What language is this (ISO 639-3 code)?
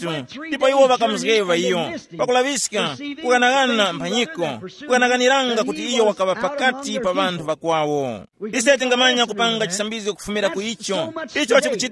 tum